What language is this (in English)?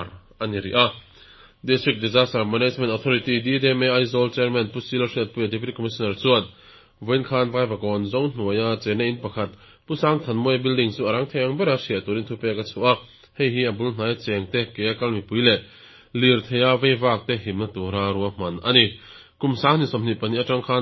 Mizo